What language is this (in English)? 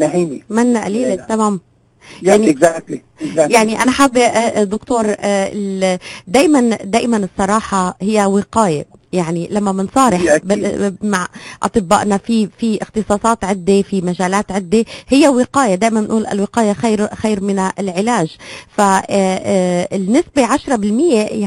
North Levantine Arabic